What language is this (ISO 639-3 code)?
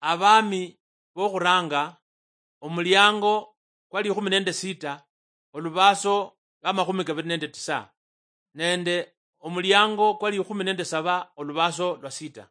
luy